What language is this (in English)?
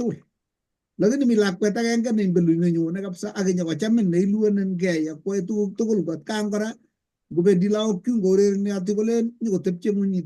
Kalenjin